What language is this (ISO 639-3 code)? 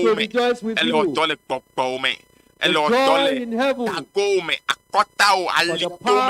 ewe